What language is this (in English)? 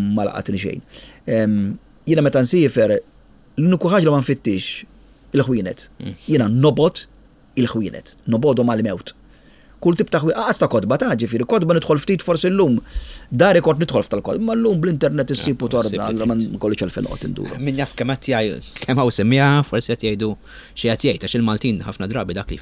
Maltese